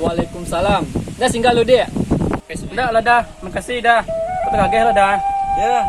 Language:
Minangkabau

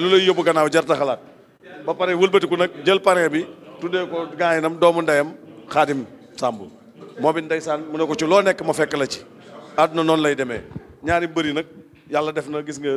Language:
Wolof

